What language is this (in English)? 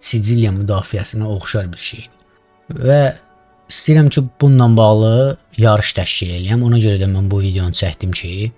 Azerbaijani